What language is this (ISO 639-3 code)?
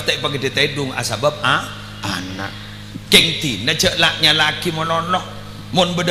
mad